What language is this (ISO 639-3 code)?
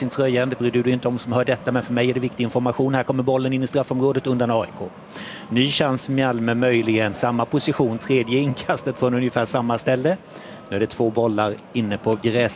swe